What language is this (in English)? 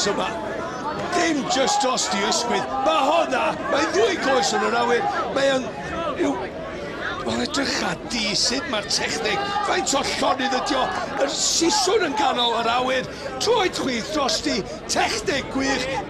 Welsh